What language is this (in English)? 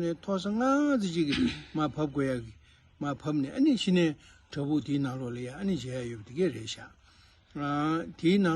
Tibetan